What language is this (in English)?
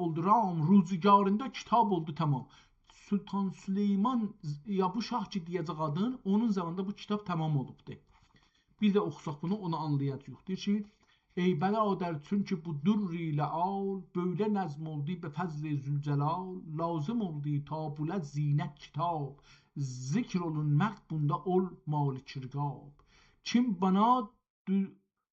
South Azerbaijani